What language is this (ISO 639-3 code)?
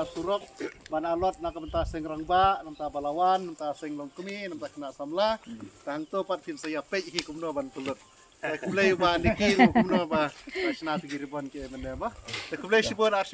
kha